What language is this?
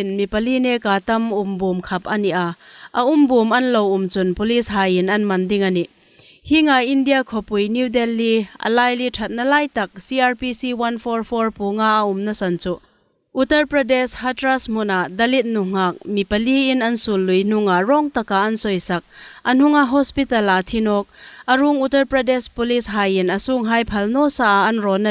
Hmar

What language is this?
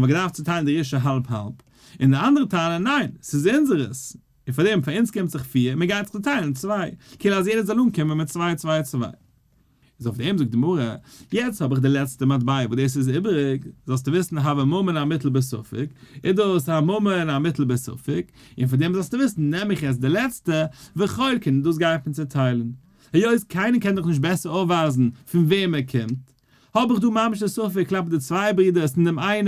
Yiddish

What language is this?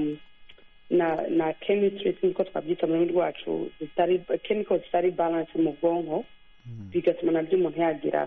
Kinyarwanda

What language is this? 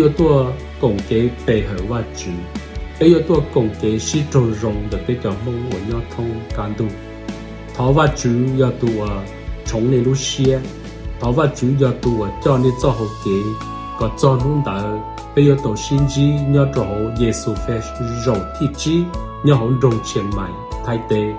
Hmong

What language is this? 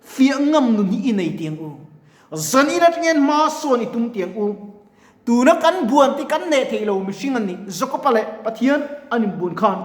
Mizo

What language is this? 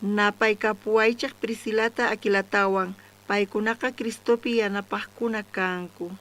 South Bolivian Quechua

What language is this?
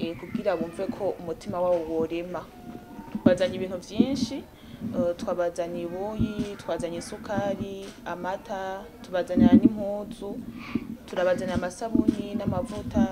Rundi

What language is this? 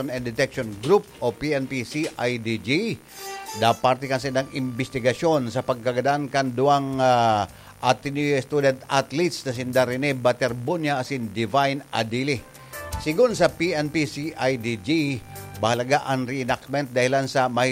Bikol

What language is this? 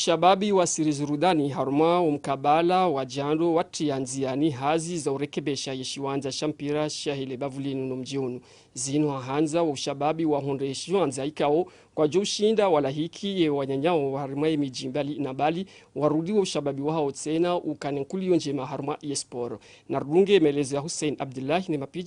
Ngazidja Comorian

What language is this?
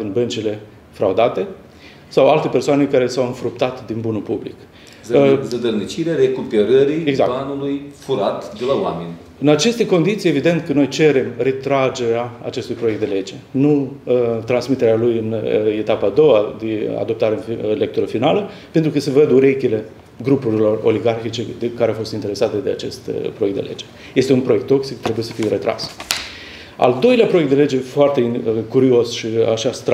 Romanian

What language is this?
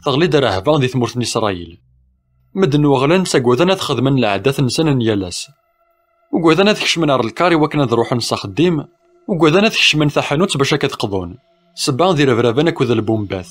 Kabyle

